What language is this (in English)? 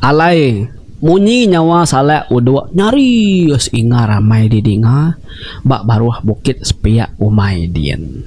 Iban